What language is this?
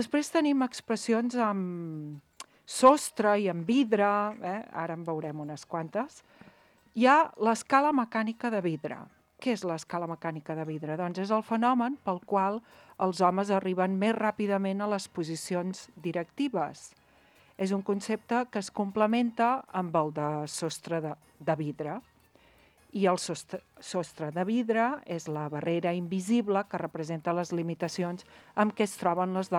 Catalan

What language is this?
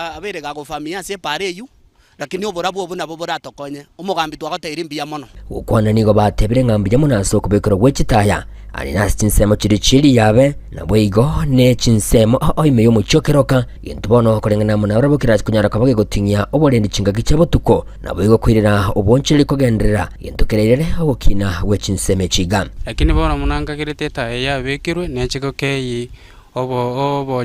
Gusii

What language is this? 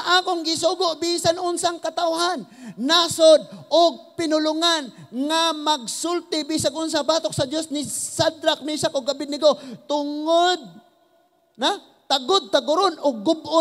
Cebuano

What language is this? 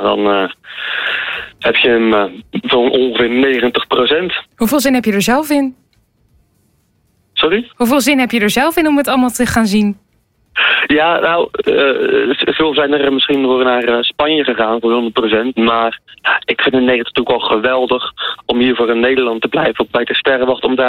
Dutch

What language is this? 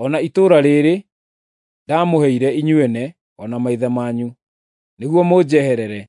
Kikuyu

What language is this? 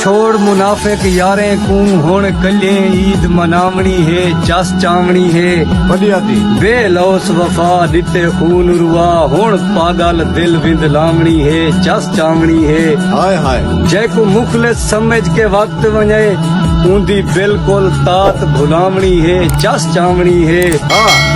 Saraiki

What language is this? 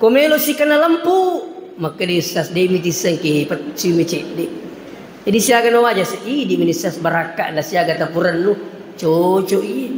Buginese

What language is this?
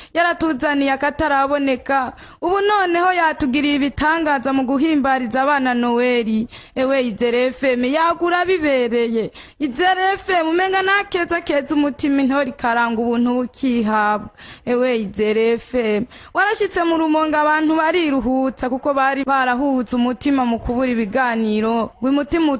Rundi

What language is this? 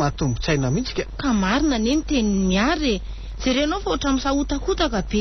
Malagasy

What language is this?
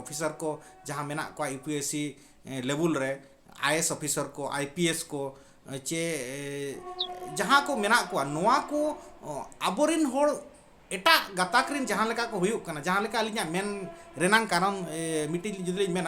Santali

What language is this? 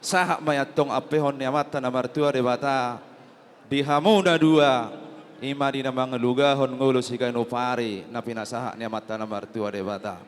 Batak Toba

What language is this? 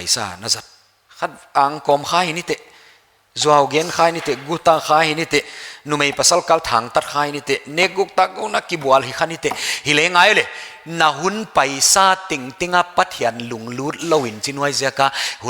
Paite Chin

